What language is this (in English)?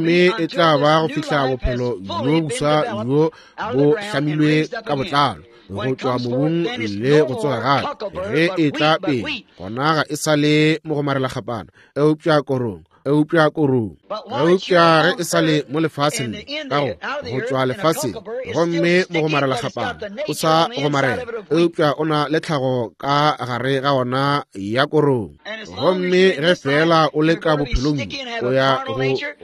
Northern Sotho